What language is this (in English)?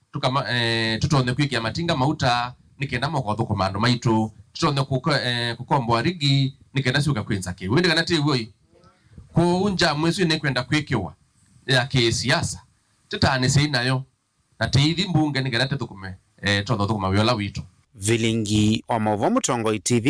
Kamba